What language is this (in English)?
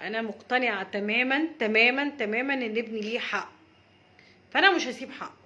Egyptian Arabic